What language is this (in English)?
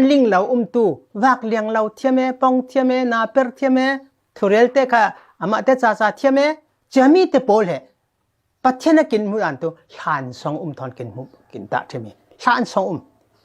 Falam Chin